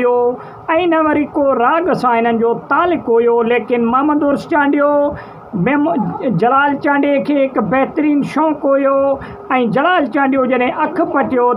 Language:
Sindhi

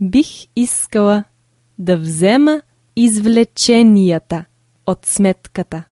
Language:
Bulgarian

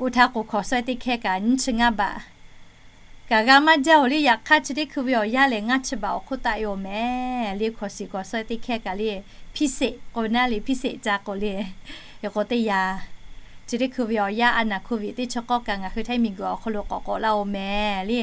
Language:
Lahu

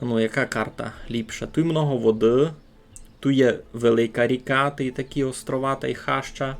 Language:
Rusyn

